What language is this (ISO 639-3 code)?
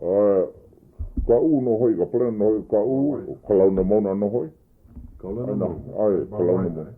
haw